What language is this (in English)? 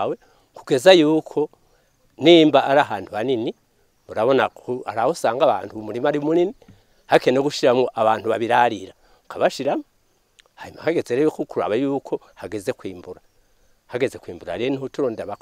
Rundi